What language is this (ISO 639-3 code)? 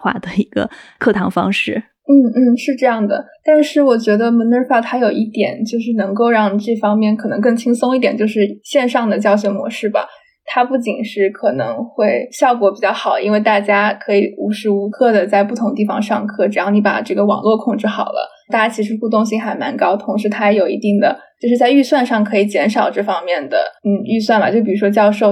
zho